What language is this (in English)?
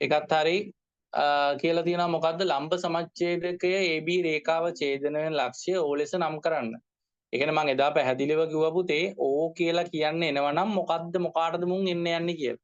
Sinhala